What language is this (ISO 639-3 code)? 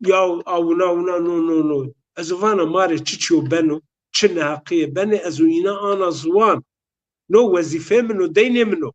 zza